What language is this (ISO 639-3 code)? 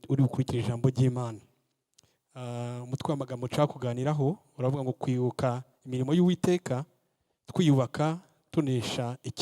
kin